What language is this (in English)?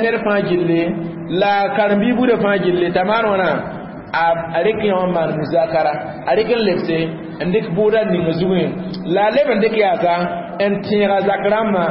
Mossi